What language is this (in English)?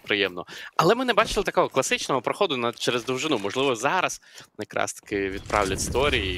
Ukrainian